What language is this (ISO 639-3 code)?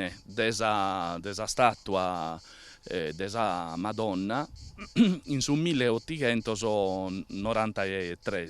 srd